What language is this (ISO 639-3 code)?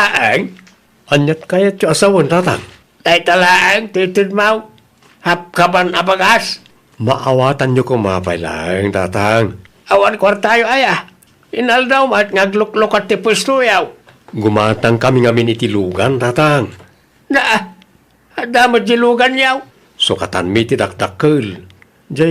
ilo